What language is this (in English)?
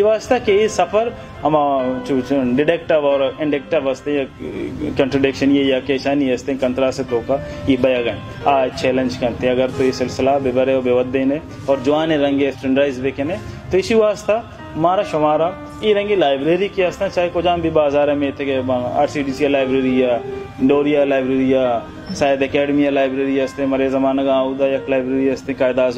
Baluchi